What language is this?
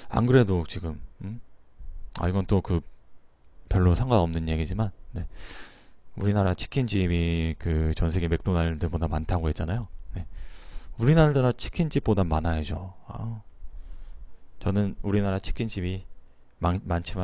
Korean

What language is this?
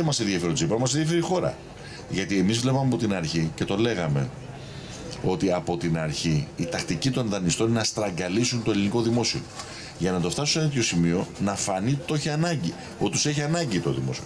Greek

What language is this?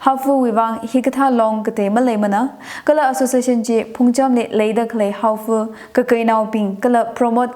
Tangkhul Naga (India)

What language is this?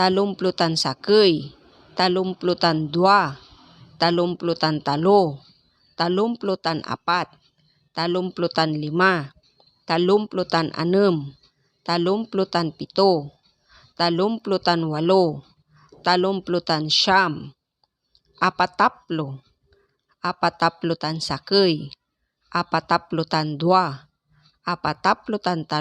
Pangasinan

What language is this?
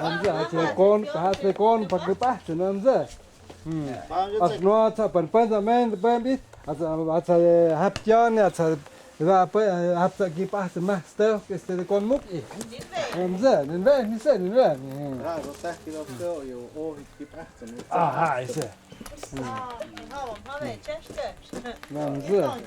Totontepec Mixe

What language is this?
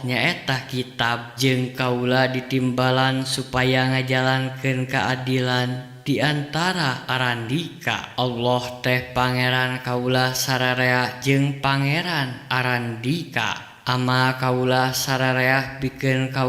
Sundanese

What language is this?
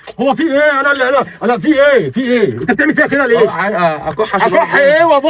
Egyptian Arabic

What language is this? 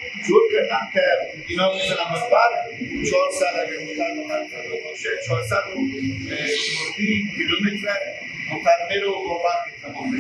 Persian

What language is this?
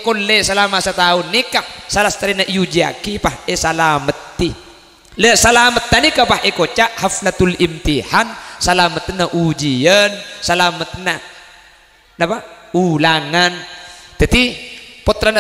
Madurese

